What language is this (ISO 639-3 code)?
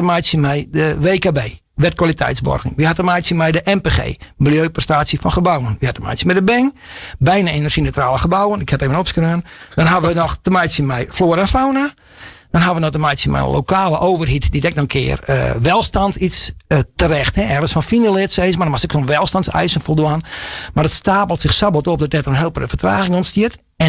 fry